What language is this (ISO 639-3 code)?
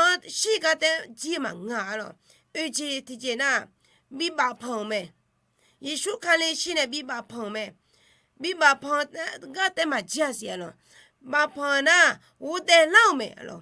ahk